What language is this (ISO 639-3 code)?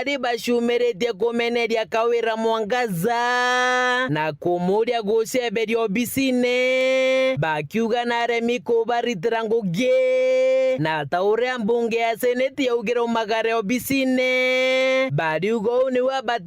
mer